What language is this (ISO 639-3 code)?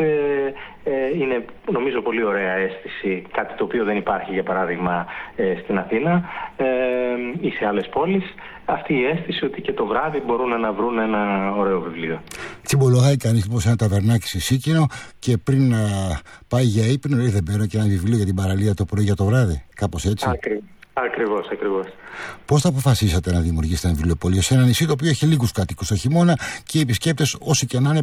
ell